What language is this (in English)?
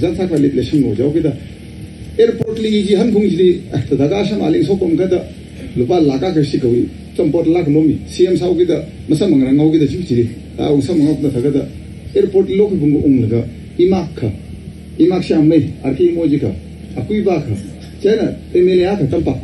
Tangkhul Naga (India)